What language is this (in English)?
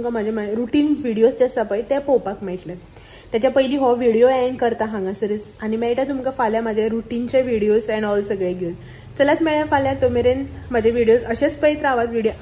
Konkani